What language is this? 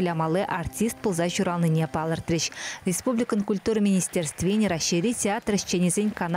Chuvash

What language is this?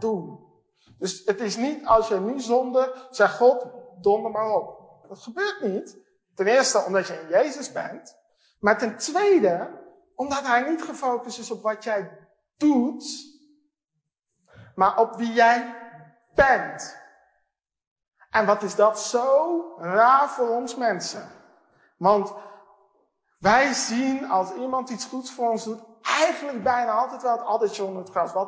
Dutch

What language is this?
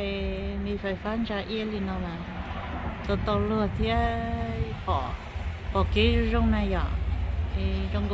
Hmong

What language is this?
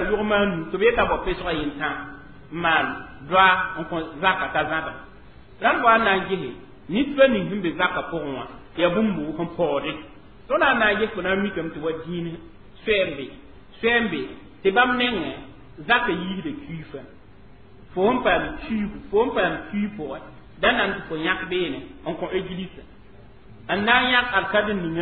Mossi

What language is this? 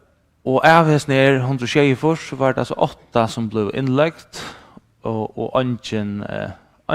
Faroese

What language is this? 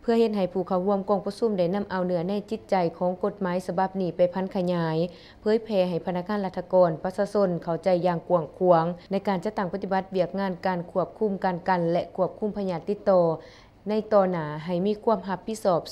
Lao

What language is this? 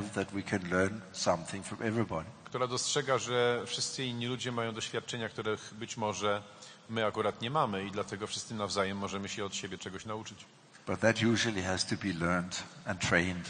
Polish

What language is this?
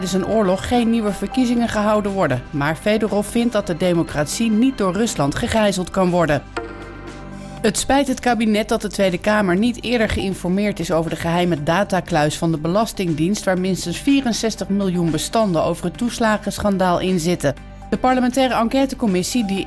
Dutch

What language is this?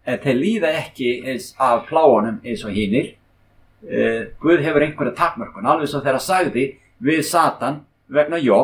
Icelandic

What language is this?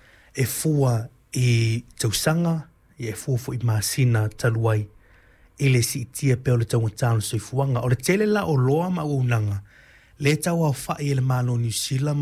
Samoan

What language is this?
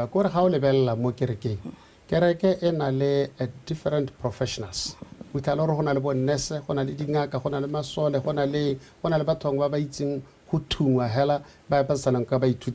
Tswana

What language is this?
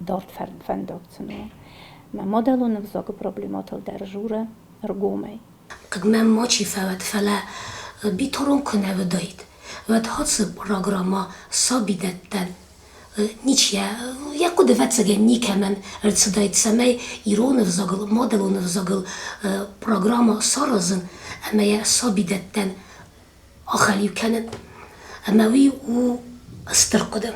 Ossetic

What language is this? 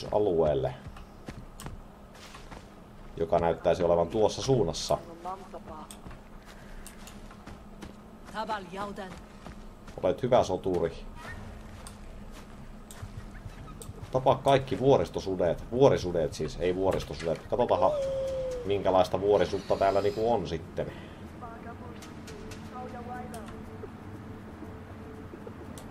Finnish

